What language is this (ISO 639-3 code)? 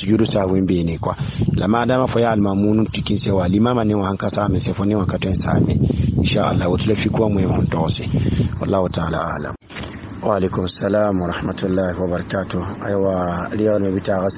mos